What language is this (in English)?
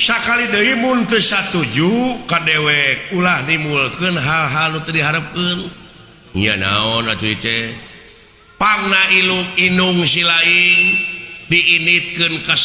Sundanese